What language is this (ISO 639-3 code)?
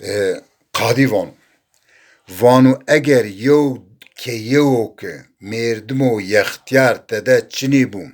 zza